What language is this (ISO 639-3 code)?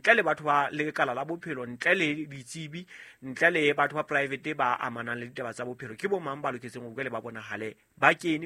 sot